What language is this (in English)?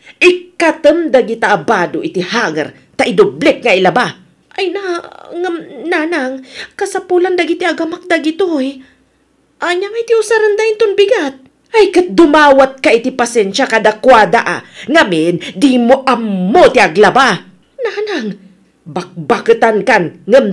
Iloko